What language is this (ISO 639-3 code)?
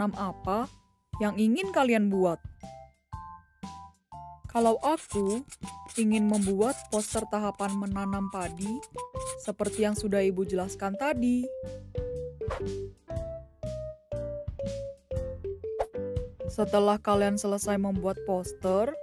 ind